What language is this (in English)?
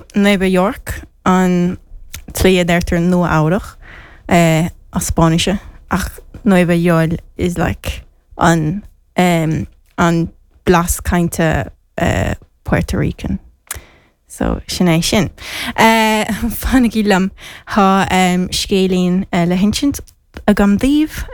Irish